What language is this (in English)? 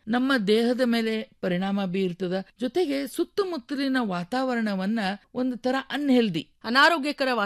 Kannada